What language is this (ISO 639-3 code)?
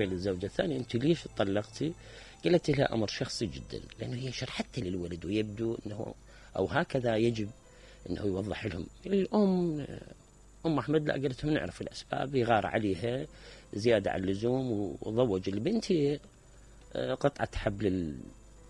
acm